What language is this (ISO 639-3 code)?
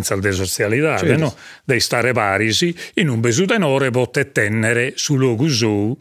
srd